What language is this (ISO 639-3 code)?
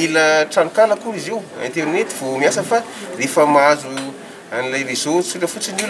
mlg